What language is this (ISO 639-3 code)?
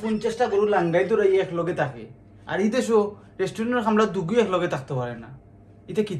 syl